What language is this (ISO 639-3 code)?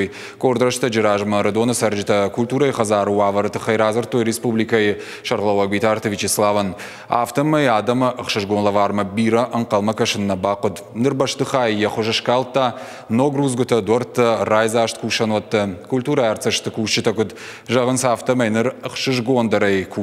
oss